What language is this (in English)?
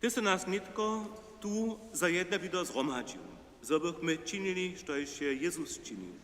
Upper Sorbian